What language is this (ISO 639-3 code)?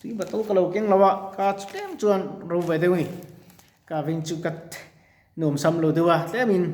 lus